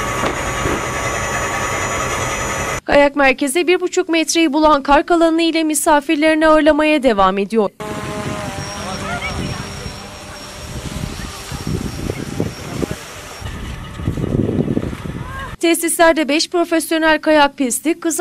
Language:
Turkish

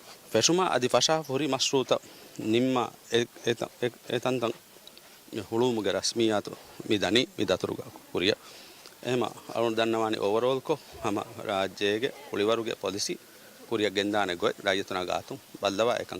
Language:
Divehi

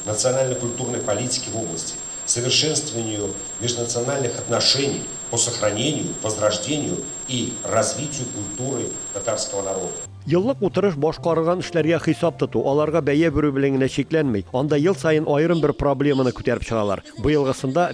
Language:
Tatar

